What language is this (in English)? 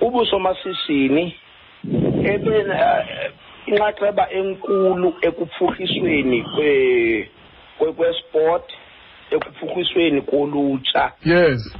Xhosa